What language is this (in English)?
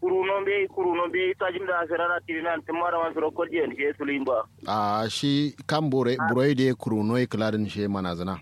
Kanuri